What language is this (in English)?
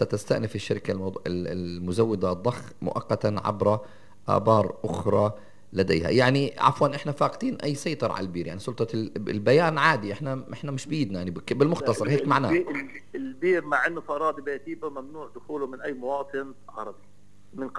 North Levantine Arabic